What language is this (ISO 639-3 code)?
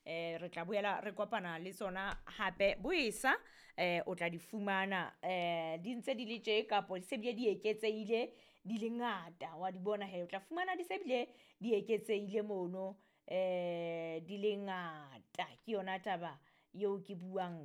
sot